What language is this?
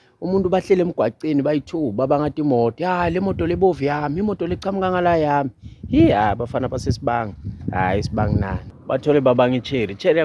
Zulu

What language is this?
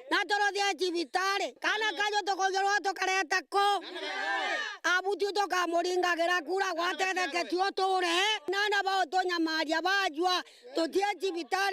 Meru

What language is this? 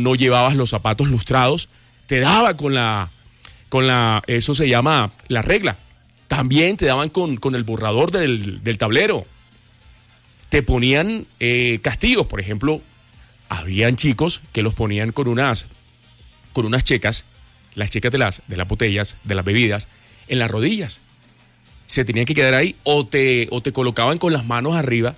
Spanish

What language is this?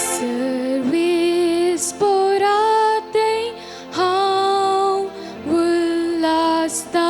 Konkani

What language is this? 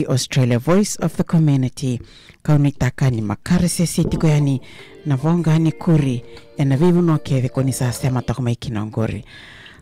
Fijian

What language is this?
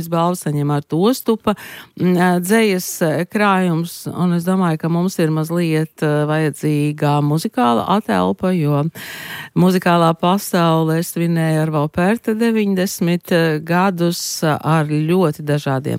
Latvian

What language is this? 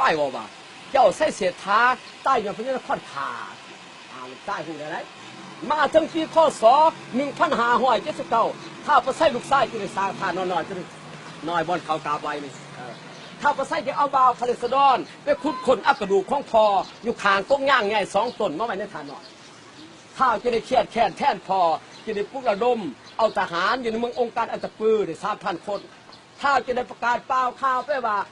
Lao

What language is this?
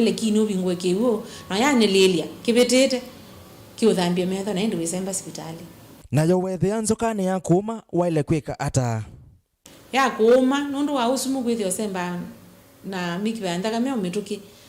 Kamba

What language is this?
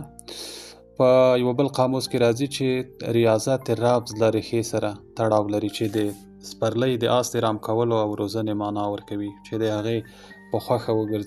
Pashto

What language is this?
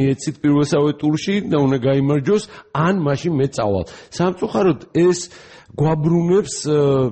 Georgian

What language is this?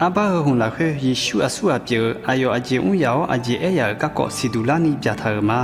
Akha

